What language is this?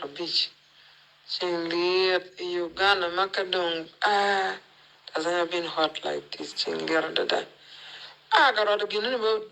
Acoli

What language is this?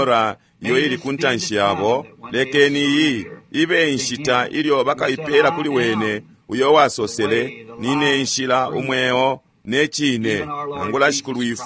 Bemba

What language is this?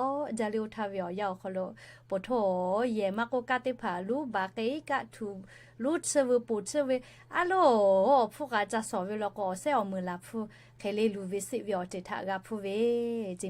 Lahu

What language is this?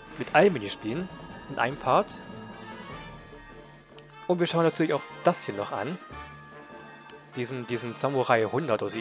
German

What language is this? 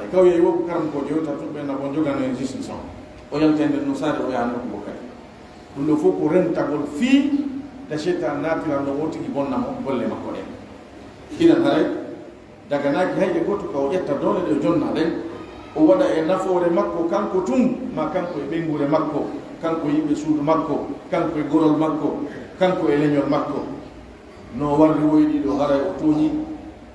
Pular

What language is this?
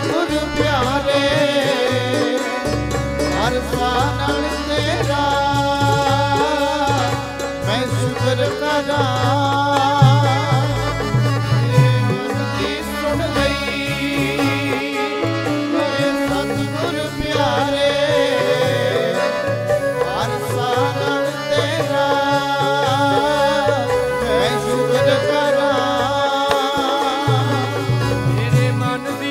Punjabi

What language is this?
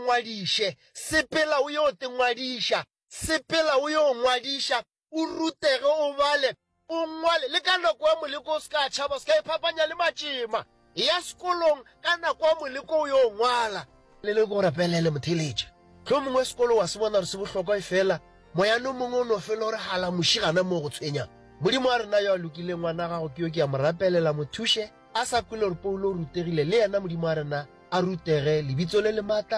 Northern Sotho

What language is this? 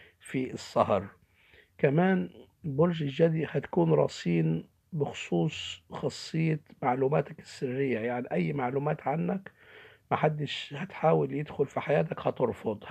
Egyptian Arabic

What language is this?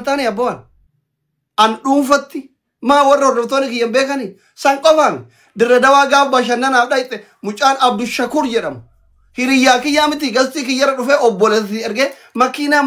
Oromo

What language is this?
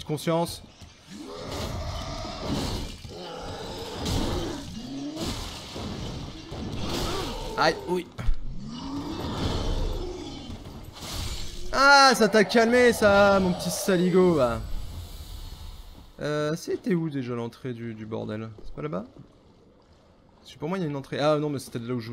French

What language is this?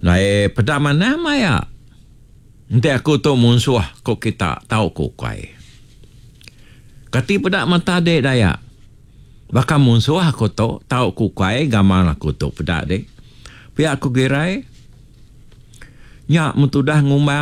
Iban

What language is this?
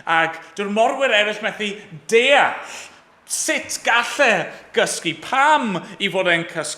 Welsh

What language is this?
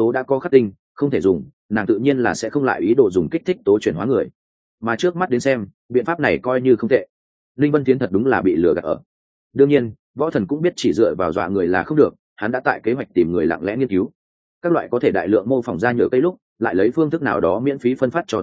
Vietnamese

